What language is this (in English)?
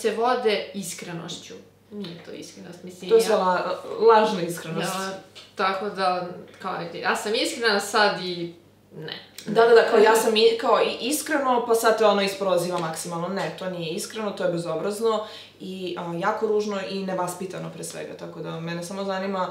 Serbian